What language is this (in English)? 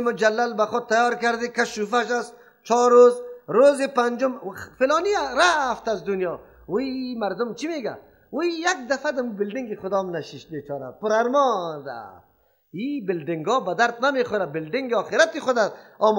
Persian